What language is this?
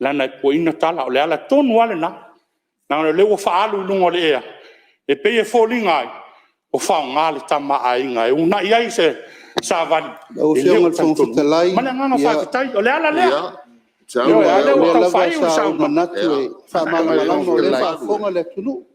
Samoan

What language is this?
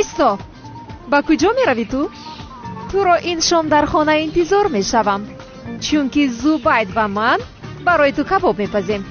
Tajik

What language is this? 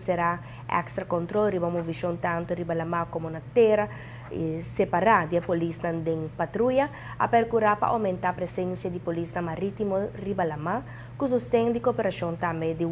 Papiamento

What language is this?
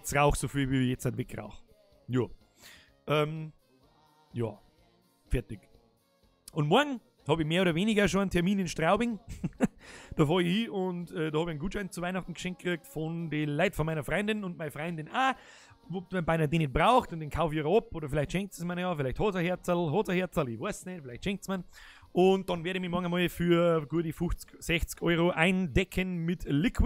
Bavarian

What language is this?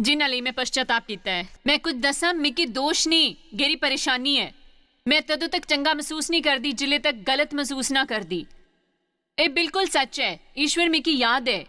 Dogri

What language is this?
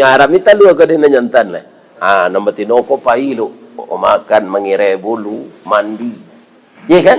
Minangkabau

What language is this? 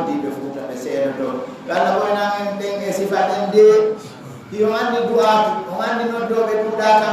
Fula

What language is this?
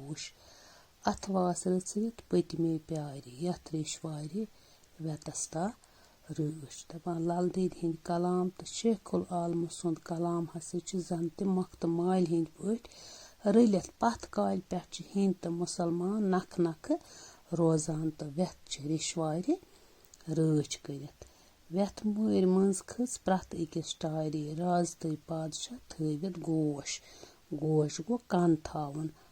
Kashmiri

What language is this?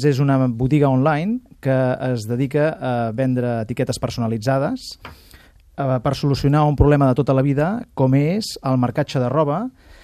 Catalan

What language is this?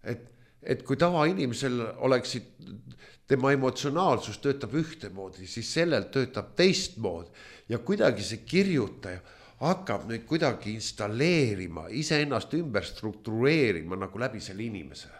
Estonian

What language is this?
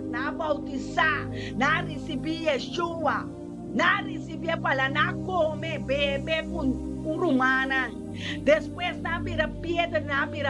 Papiamento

